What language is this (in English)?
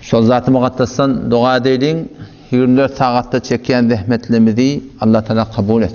Turkmen